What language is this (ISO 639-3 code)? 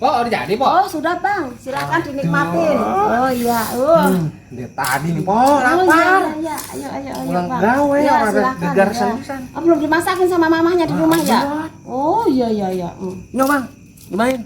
bew